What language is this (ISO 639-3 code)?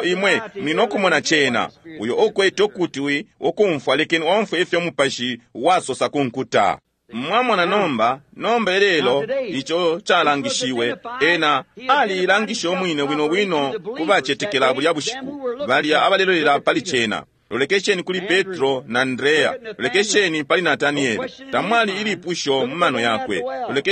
bem